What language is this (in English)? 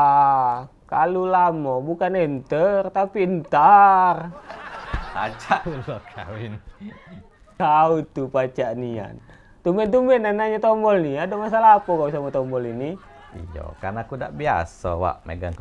Musi